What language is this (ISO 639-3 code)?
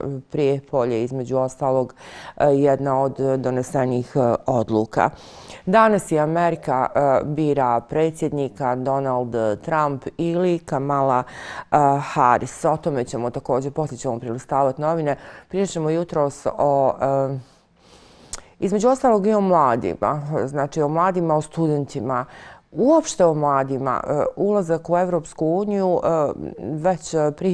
bos